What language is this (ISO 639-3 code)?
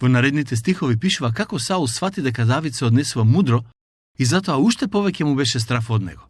mkd